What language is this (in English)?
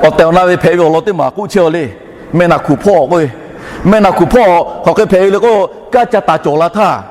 Lahu